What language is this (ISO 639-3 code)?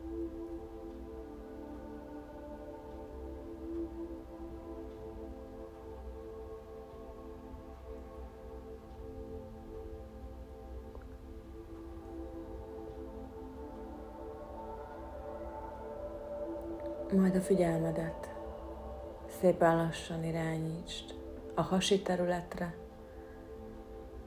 hun